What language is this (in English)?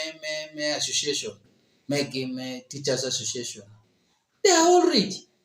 Acoli